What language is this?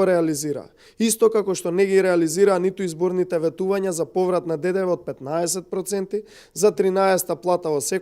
Macedonian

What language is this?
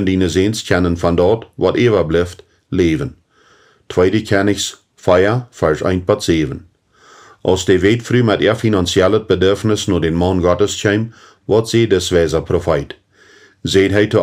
Plautdietsch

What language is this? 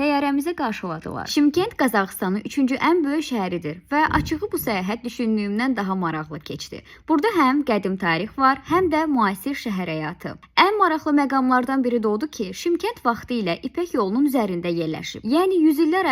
Azerbaijani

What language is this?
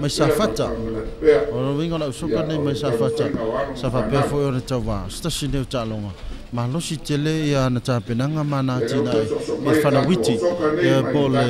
Samoan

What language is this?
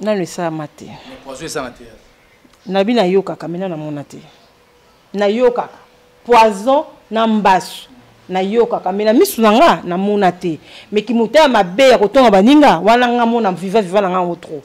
Lingala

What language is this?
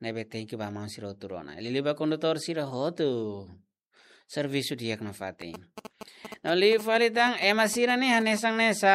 Tetum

